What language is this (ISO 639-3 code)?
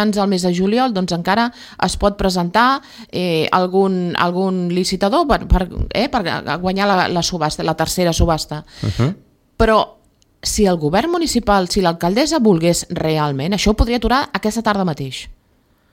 cat